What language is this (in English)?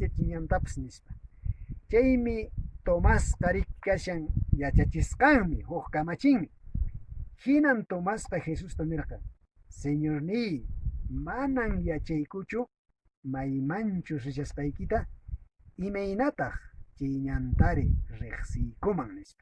Quechua